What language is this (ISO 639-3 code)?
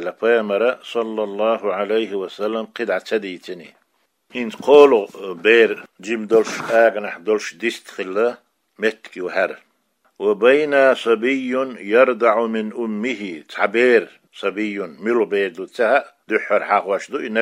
che